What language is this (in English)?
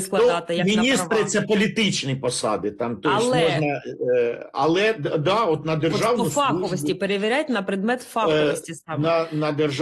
Ukrainian